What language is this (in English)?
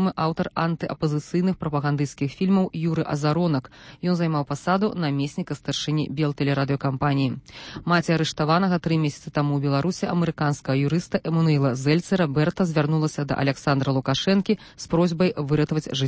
Belarusian